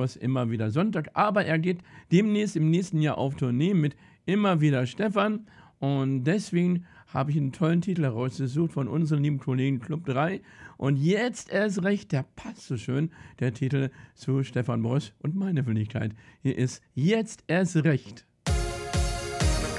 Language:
German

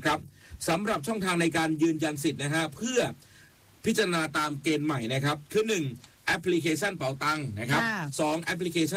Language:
Thai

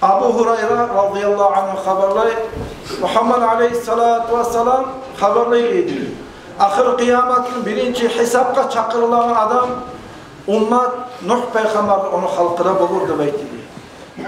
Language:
Kumyk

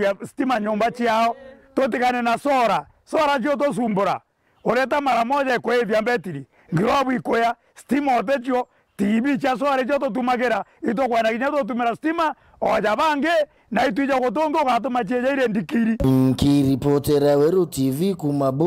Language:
Meru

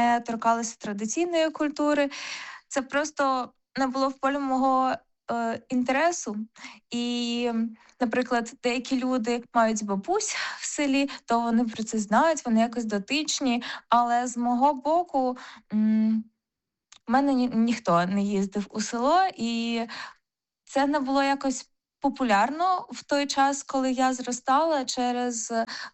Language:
Ukrainian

